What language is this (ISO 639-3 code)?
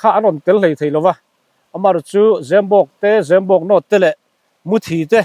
lus